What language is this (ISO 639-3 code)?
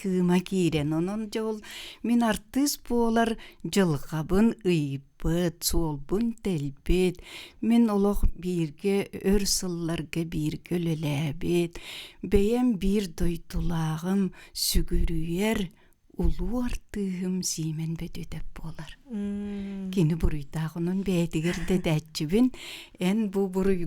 sah